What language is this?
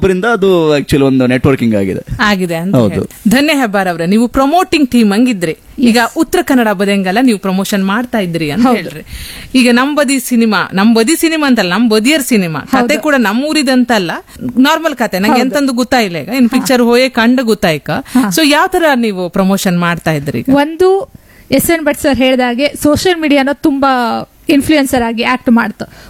Kannada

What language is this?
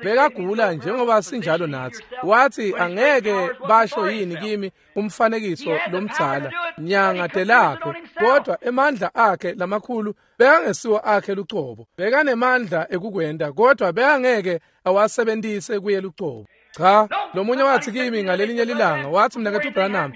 Swati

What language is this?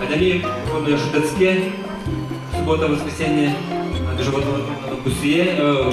Udmurt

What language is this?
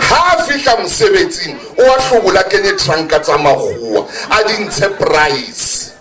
Southern Sotho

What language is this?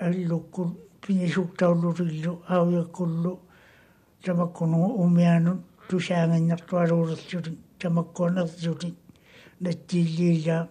Māori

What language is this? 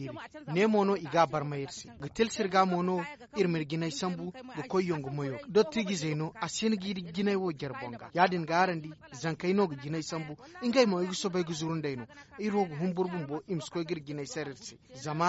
Zarma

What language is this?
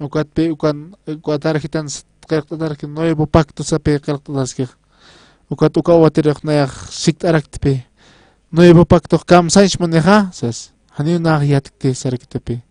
Aymara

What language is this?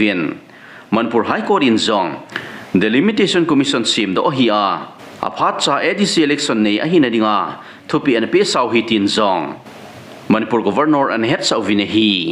Thado Chin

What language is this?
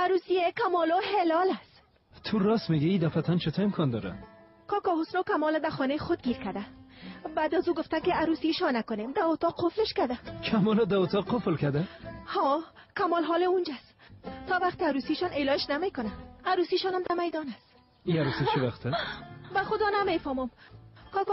Persian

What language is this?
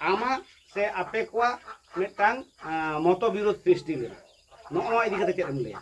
Santali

